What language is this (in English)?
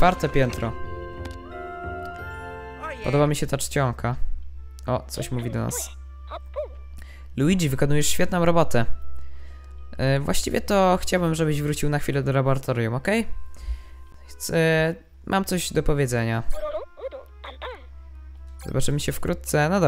Polish